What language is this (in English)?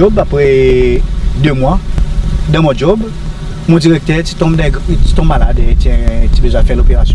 Seselwa Creole French